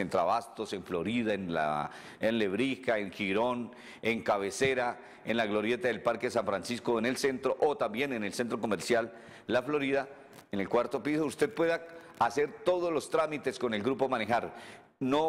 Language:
Spanish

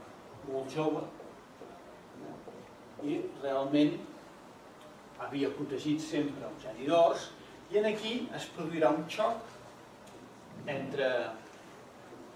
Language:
Catalan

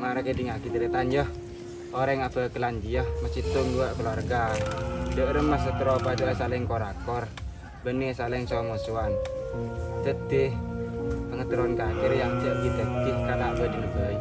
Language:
Madurese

